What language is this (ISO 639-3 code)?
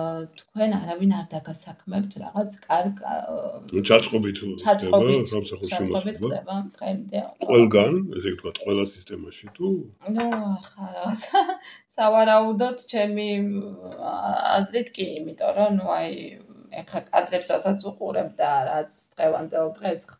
kat